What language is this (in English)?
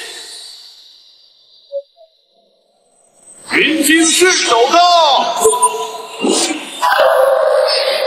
Chinese